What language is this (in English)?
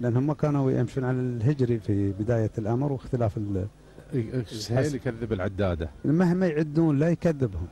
Gulf Arabic